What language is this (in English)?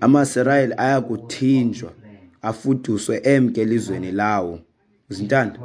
Xhosa